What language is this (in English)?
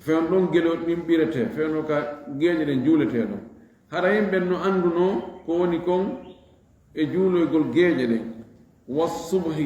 Fula